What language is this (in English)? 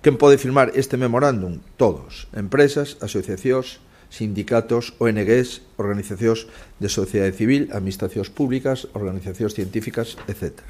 Galician